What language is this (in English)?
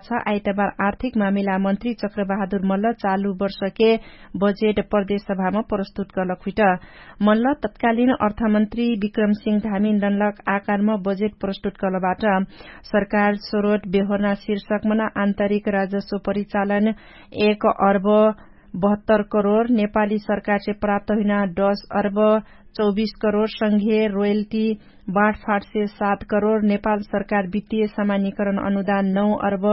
Dangaura Tharu